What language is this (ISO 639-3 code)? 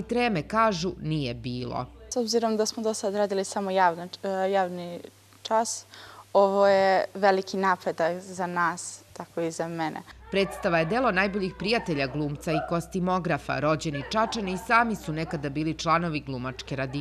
srp